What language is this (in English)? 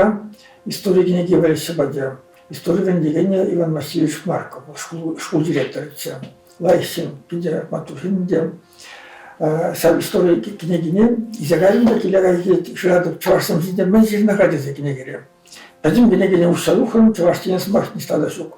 Chuvash